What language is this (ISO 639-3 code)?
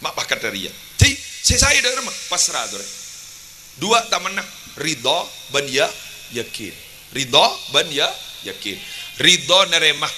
mad